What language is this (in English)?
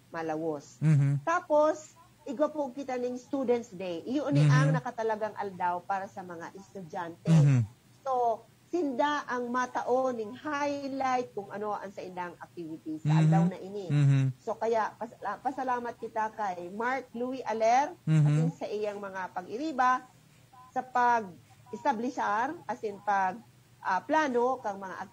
Bikol